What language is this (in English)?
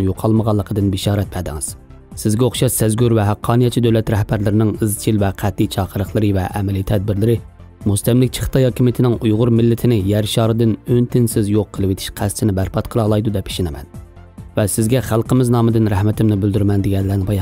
Uyghur